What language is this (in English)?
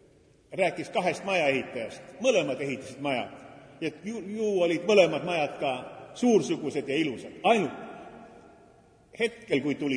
Estonian